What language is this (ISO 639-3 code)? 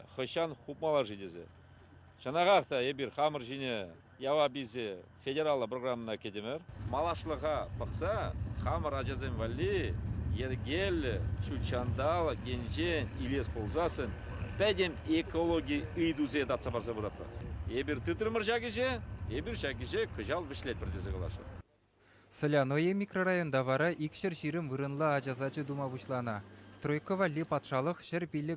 chv